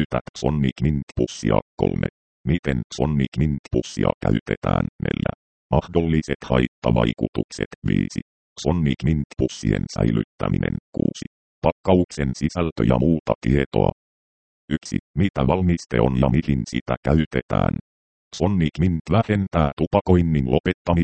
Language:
Finnish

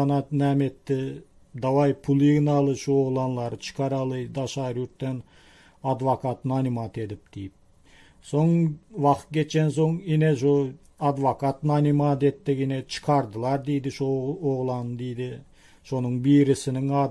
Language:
Turkmen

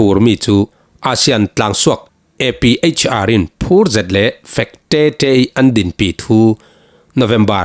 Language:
Falam Chin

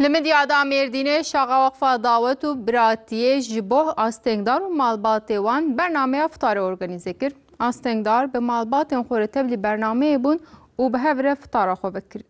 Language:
Kurdish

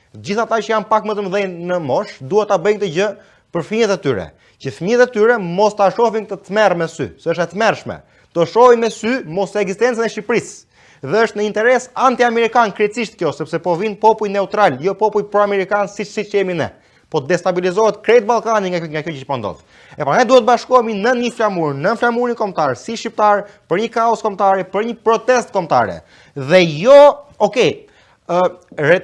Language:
Albanian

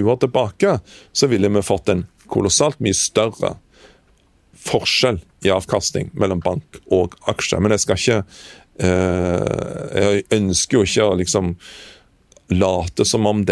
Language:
Norwegian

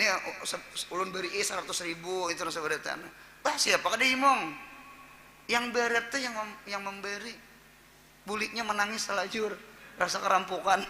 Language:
Banjar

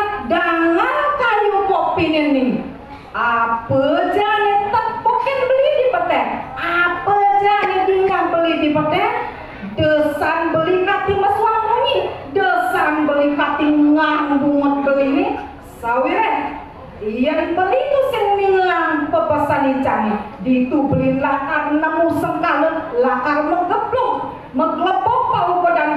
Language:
Balinese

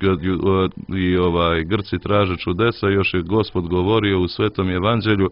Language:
Croatian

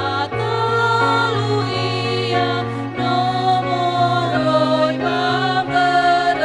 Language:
Nias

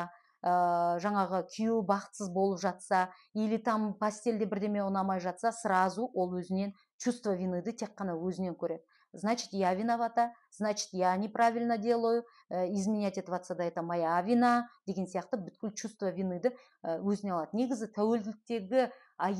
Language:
Kazakh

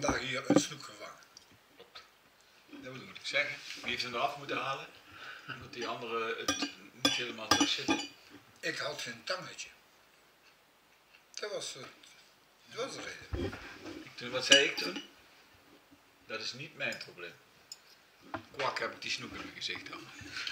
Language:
Dutch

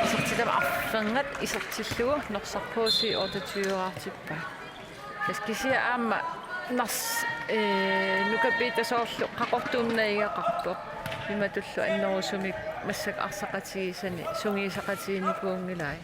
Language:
Kalaallisut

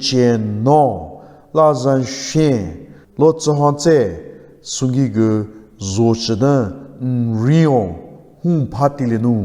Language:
Southern Rengma Naga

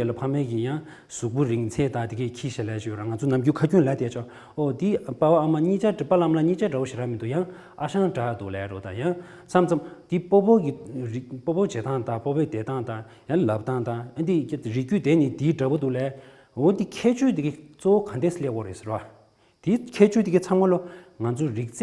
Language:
Tibetan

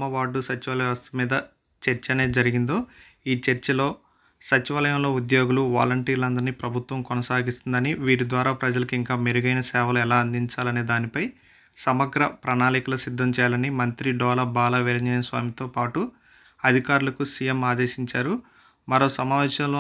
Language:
Telugu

